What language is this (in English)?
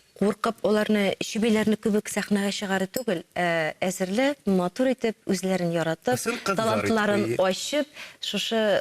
Tatar